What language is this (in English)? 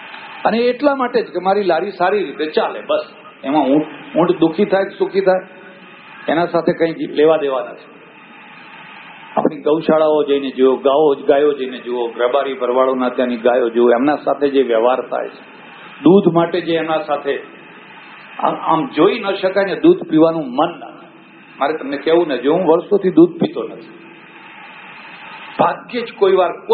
Gujarati